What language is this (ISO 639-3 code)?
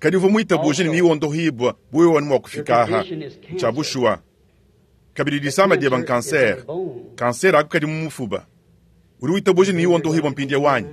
lua